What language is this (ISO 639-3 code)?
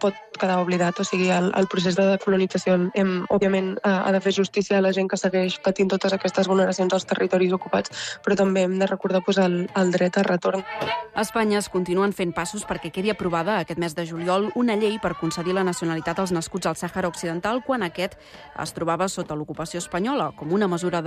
cat